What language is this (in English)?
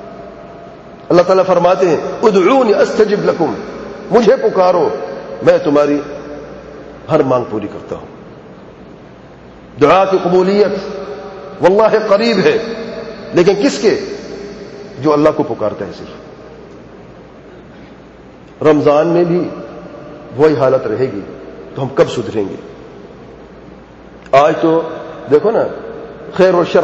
Urdu